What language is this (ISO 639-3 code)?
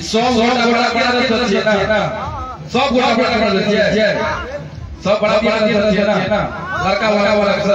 mai